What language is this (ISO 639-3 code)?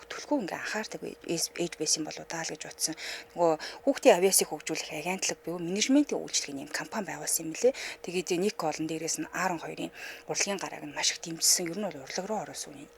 mon